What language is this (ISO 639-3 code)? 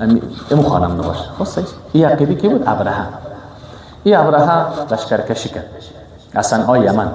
fas